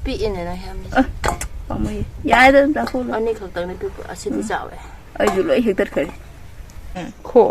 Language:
Manipuri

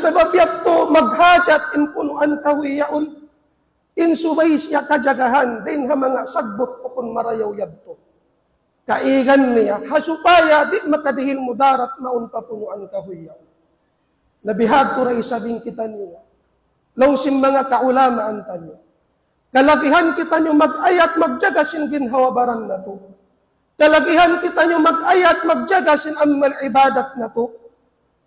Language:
Tausug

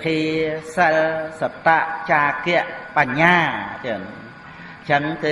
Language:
Khmer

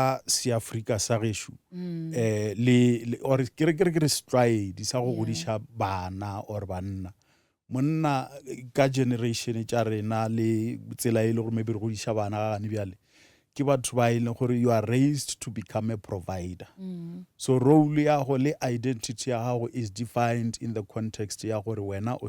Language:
Northern Sotho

